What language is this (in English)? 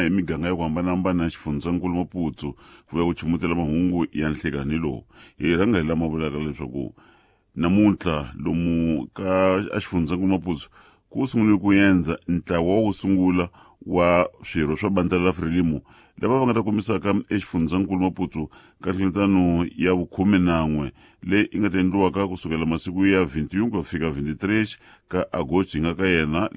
Tsonga